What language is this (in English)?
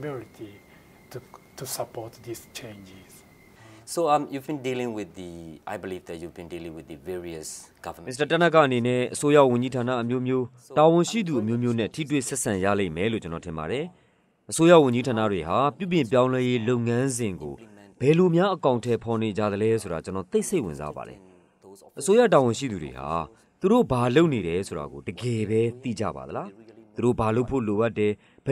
Burmese